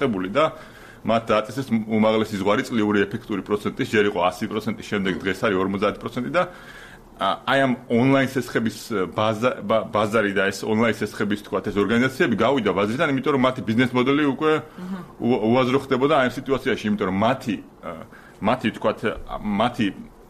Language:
Georgian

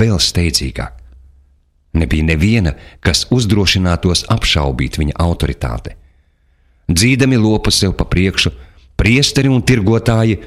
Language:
Latvian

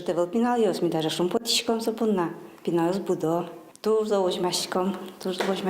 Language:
Udmurt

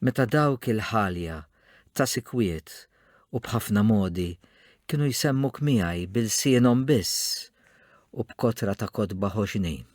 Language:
Maltese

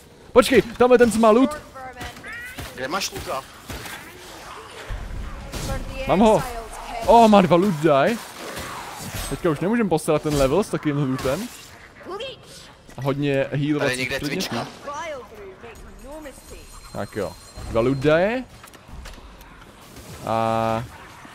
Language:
Czech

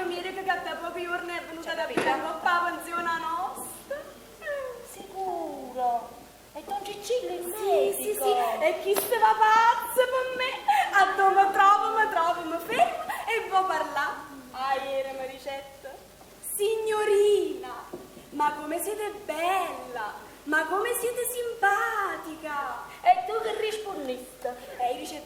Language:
Neapolitan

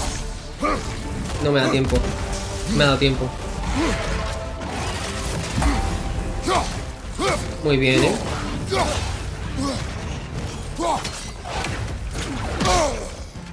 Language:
Spanish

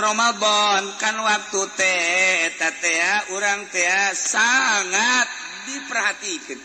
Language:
Sundanese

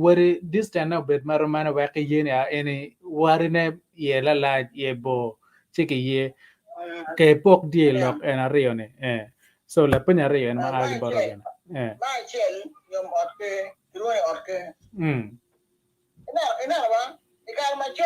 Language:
Acoli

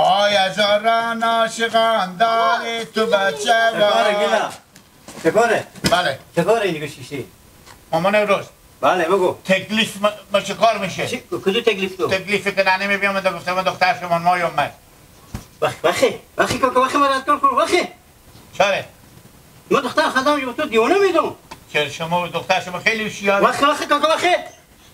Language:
Hazaragi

